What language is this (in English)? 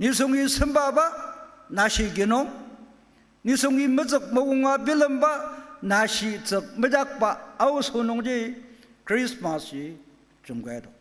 Ao Naga